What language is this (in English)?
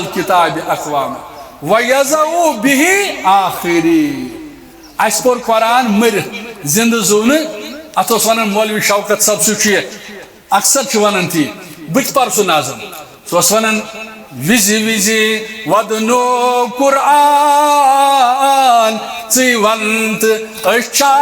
Kashmiri